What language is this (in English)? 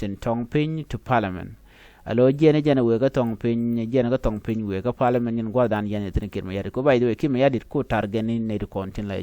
Nuer